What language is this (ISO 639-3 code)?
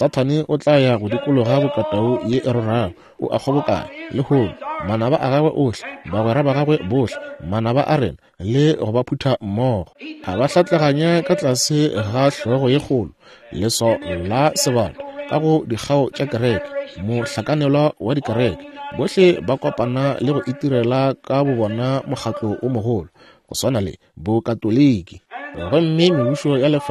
nso